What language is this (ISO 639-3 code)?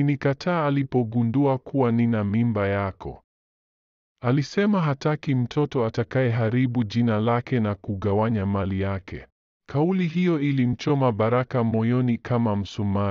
swa